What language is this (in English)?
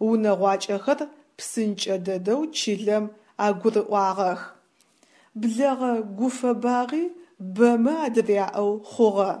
Adyghe